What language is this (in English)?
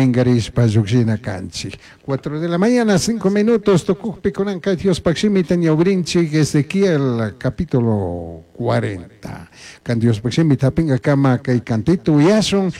Chimborazo Highland Quichua